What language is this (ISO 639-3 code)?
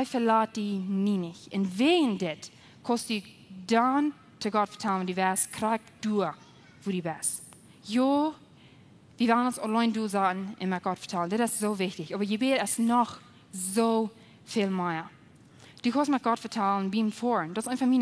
pdt